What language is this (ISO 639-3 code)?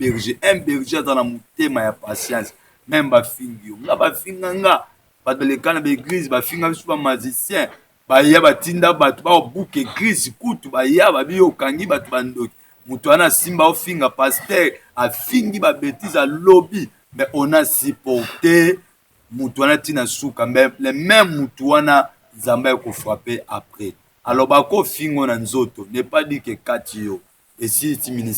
lin